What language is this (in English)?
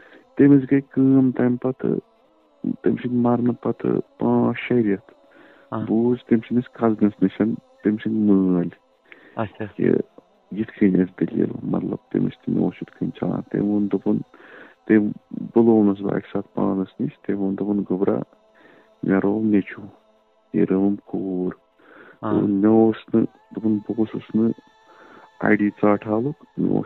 Kashmiri